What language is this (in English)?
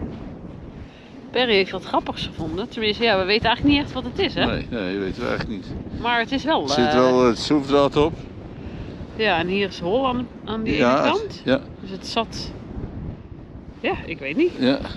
Dutch